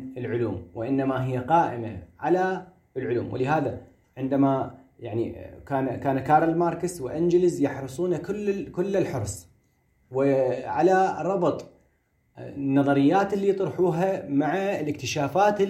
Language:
Moroccan Arabic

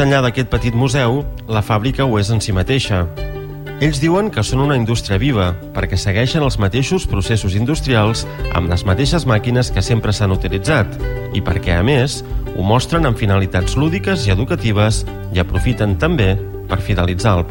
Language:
Catalan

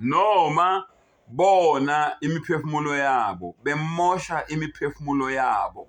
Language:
Zulu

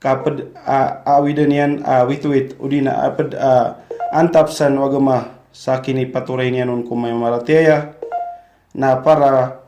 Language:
Maranao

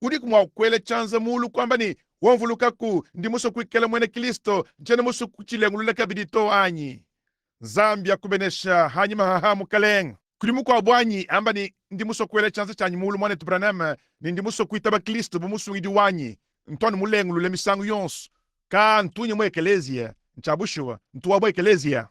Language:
Luba-Lulua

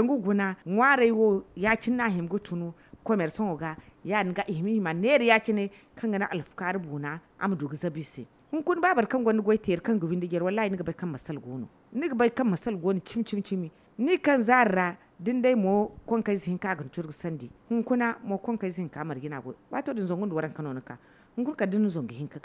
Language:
Zarma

